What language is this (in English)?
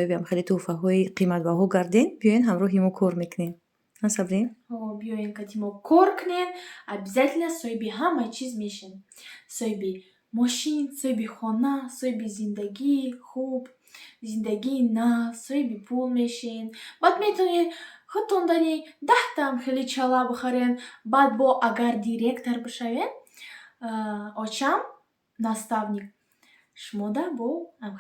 Tajik